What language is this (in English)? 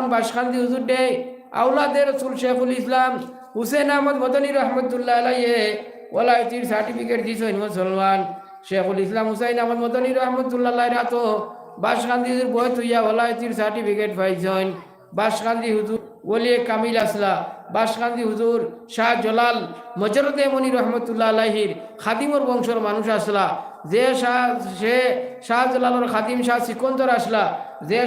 Sylheti